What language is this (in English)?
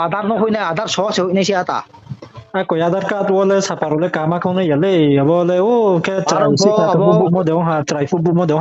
Riang (India)